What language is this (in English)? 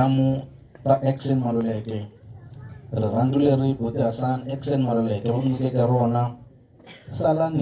Tsonga